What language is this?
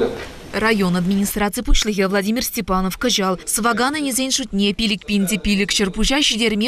Chuvash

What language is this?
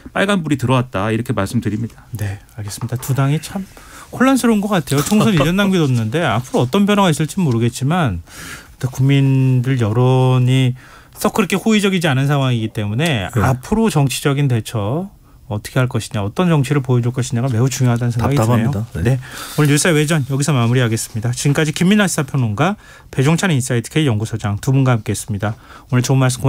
Korean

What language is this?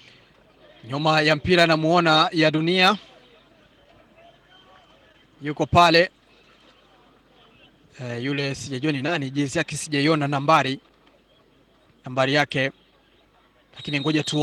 Swahili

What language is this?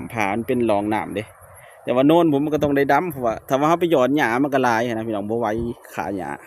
Lao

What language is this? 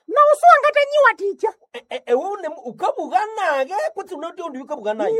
Nande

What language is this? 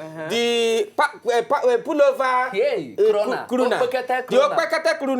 Nigerian Pidgin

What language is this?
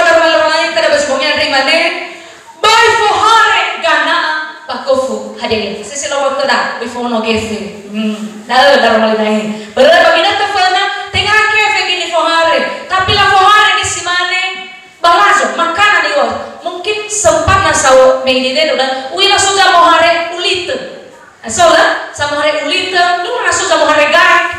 Nias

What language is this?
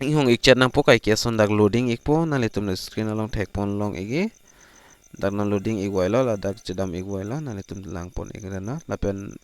Karbi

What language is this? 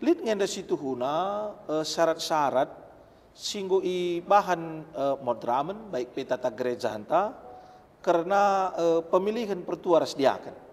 Batak Karo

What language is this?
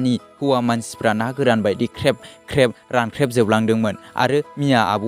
Bodo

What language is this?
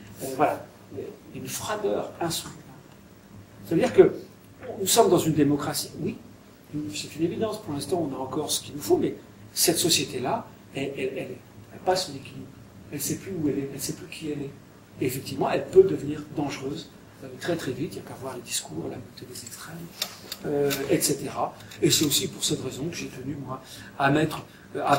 French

